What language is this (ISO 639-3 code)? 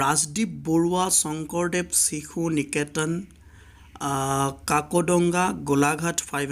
asm